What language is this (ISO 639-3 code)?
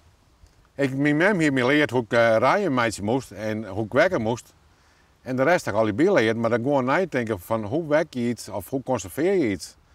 fry